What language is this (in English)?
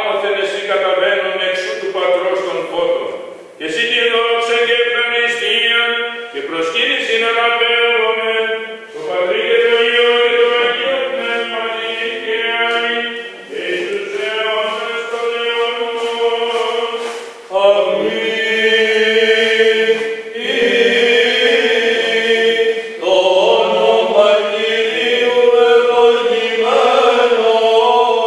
Greek